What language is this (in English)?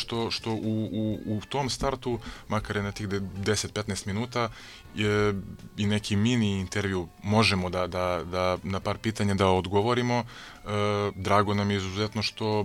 Serbian